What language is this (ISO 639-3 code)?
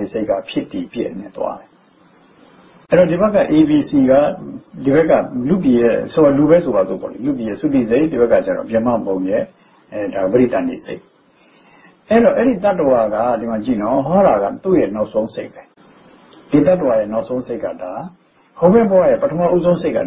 mya